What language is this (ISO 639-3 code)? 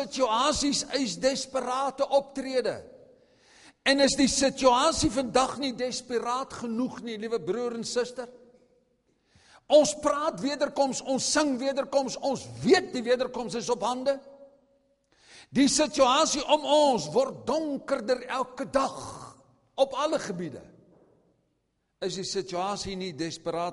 afr